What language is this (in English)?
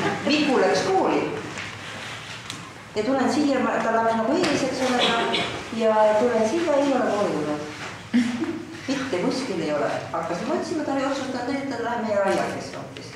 Estonian